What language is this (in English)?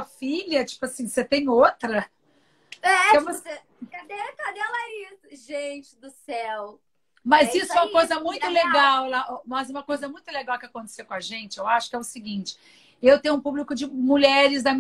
Portuguese